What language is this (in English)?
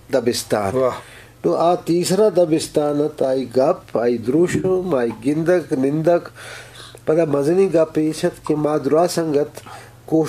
Baluchi